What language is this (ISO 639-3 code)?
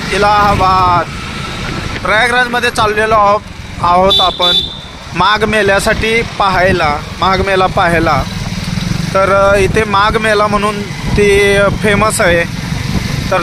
mar